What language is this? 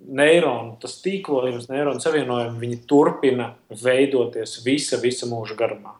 Latvian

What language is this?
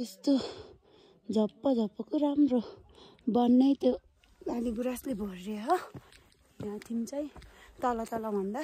Nepali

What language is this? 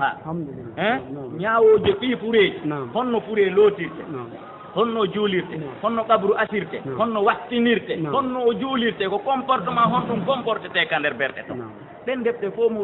Fula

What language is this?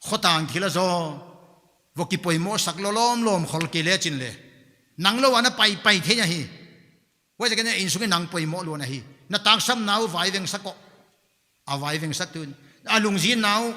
Paite Chin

